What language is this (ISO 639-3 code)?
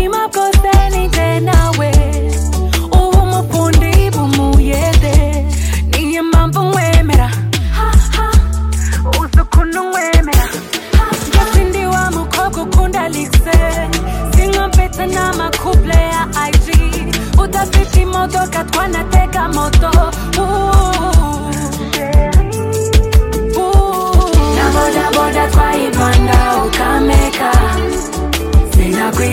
kin